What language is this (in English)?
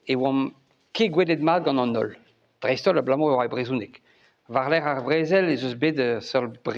Breton